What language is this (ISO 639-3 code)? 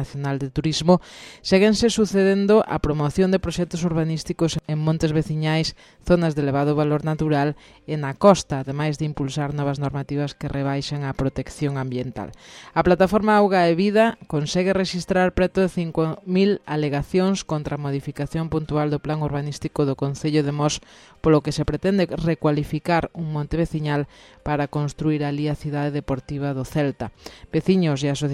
glg